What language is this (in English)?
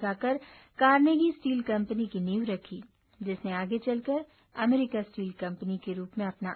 Hindi